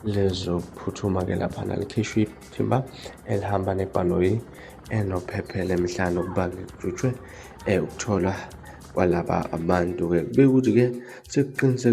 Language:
Zulu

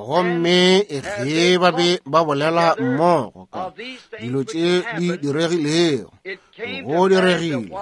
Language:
Northern Sotho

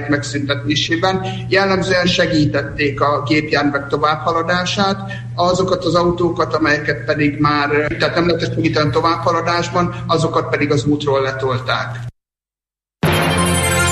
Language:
Hungarian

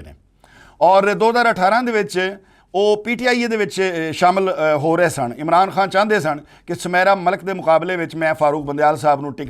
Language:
Western Panjabi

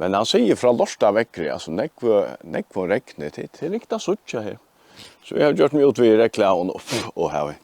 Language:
Faroese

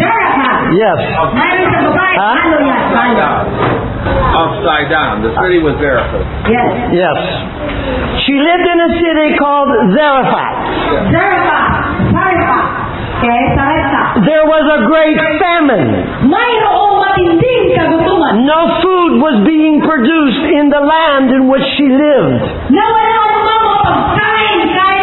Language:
Filipino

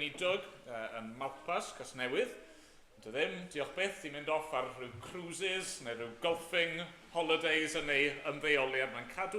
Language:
Welsh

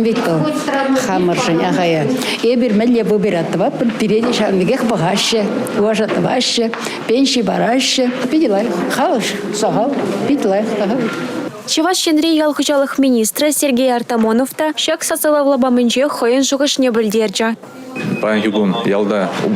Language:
Chuvash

